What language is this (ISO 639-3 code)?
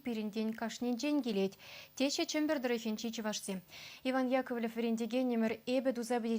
chv